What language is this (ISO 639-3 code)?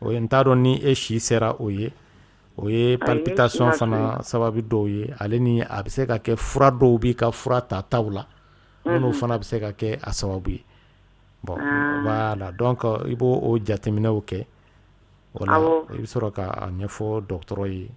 dyu